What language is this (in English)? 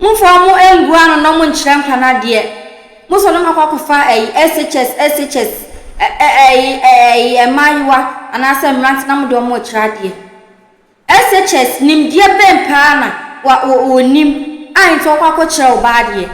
Akan